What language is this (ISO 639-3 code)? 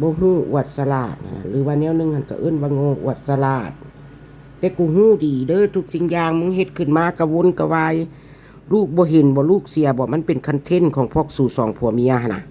tts